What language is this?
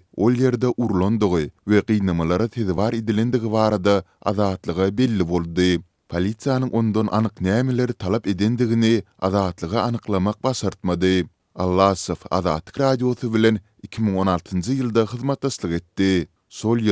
Turkmen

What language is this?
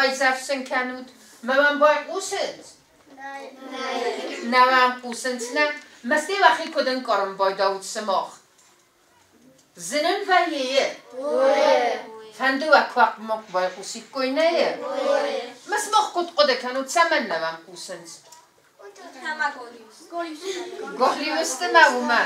Ossetic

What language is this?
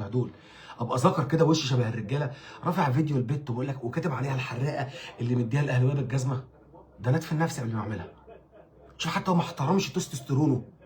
Egyptian Arabic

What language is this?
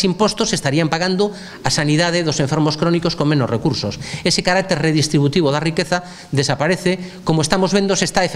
Galician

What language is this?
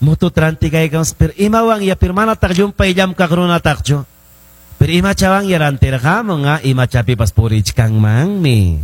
Ayacucho Quechua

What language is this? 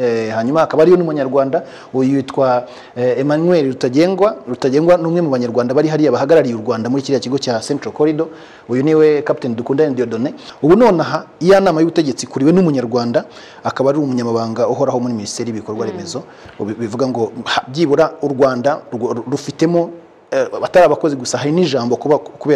Kinyarwanda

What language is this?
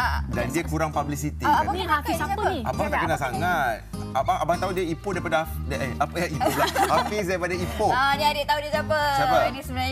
Malay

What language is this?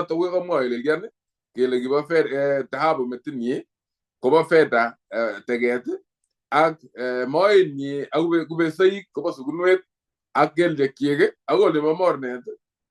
Kalenjin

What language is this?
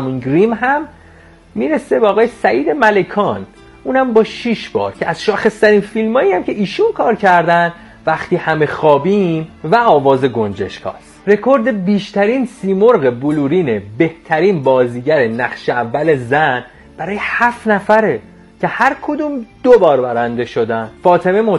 Persian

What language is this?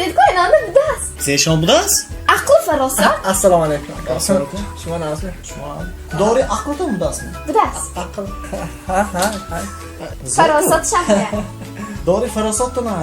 Tajik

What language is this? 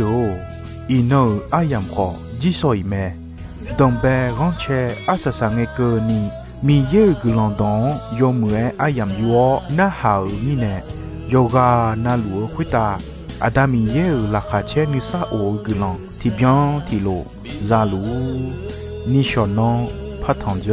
Akha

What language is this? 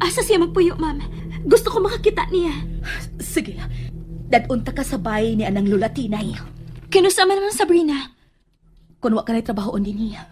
Cebuano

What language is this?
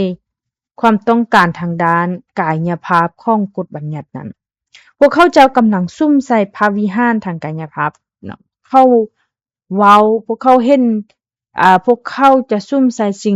Lao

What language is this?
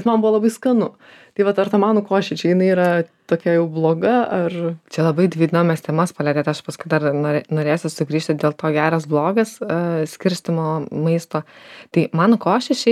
Lithuanian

